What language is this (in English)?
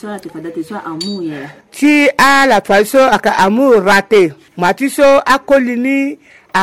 Sango